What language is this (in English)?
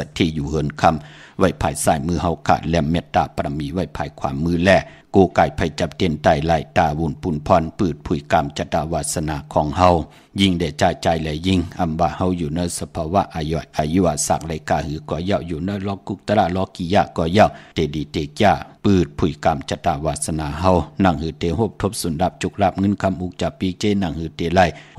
Shan